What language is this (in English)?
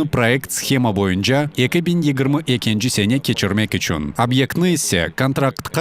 Crimean Tatar